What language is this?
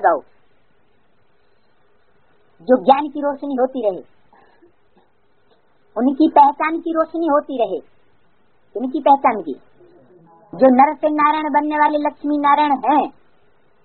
Hindi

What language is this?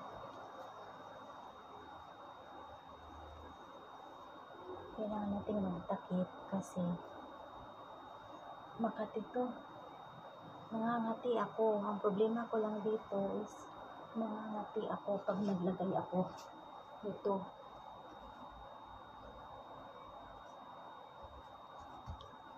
Filipino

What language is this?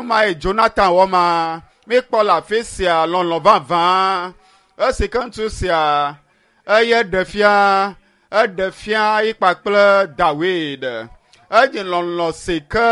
Ewe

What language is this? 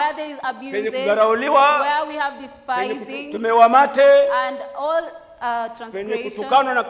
Swahili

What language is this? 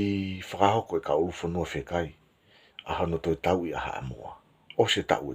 Tongan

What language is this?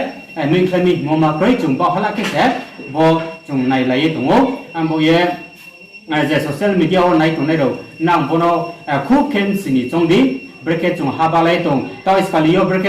Riang (India)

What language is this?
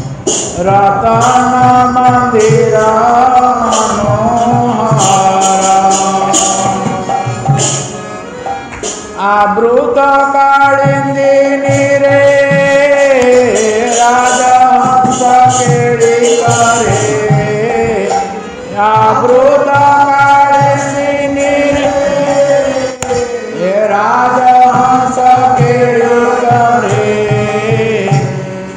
Odia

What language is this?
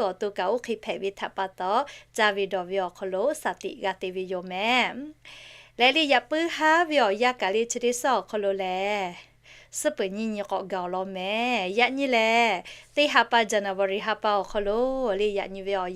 Lahu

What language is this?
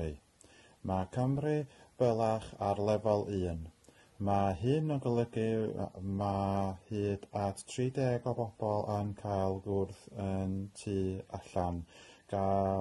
Welsh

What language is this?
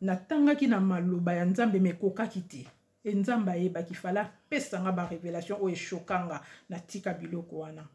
Lingala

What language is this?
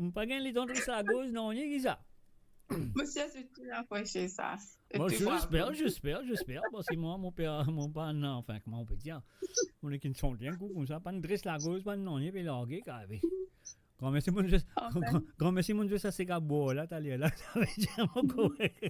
Morisyen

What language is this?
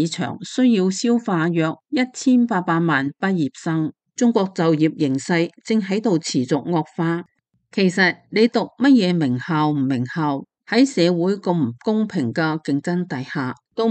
Cantonese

